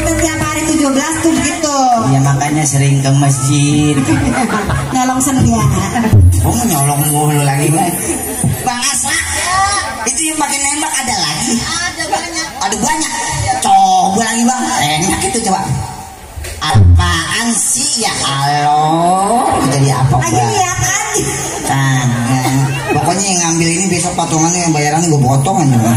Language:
Betawi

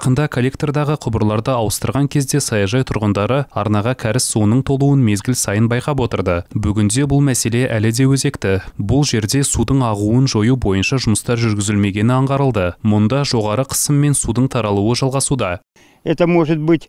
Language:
Kazakh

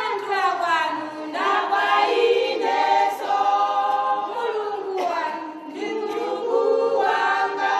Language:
Nyanja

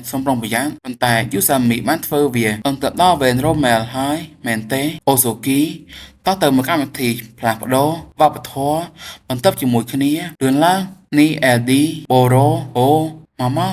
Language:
Khmer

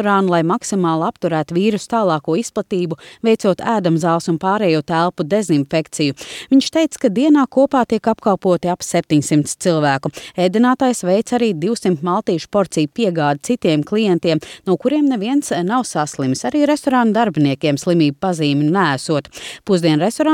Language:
Latvian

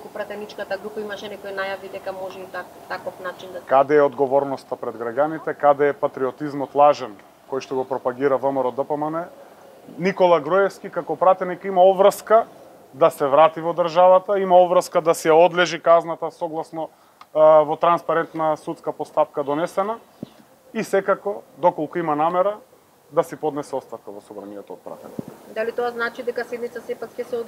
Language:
Macedonian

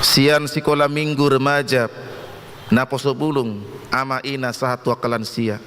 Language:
Batak Toba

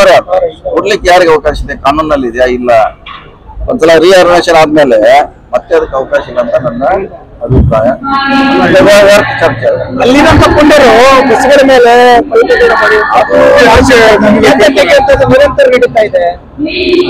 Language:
Kannada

